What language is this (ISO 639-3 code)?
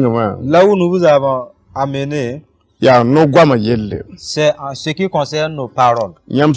mos